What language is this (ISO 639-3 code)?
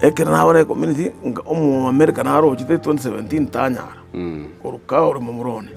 guz